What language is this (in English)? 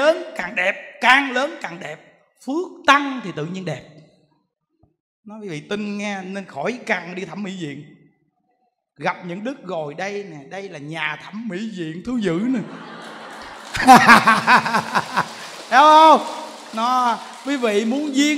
Vietnamese